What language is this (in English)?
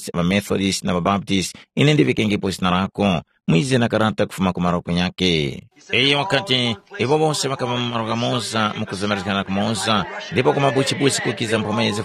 Tumbuka